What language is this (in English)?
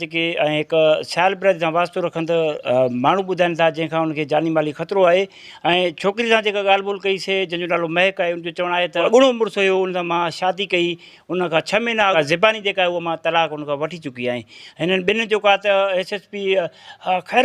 Sindhi